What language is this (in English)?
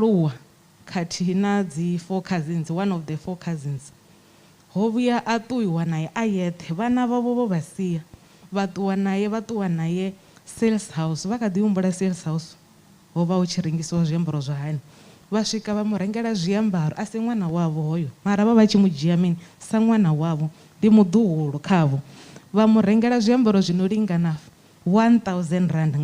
Venda